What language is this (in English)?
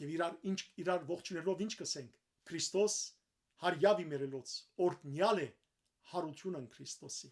Western Armenian